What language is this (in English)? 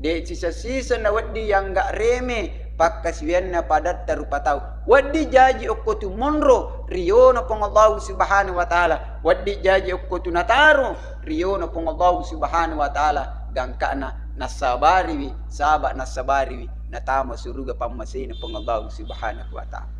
Buginese